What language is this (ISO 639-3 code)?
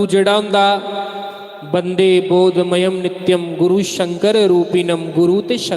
doi